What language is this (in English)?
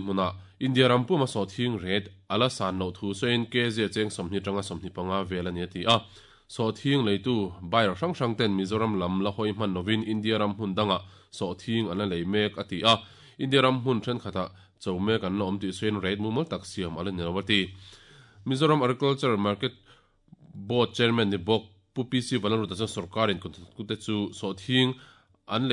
Mizo